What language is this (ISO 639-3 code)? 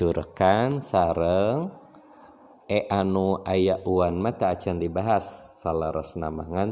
sun